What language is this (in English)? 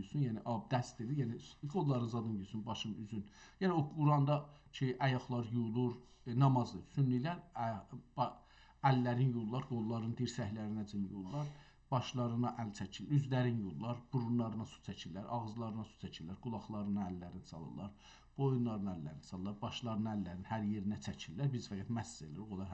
South Azerbaijani